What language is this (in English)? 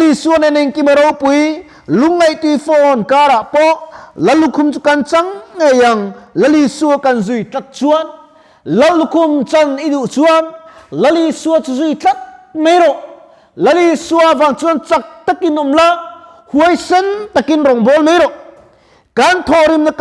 Mizo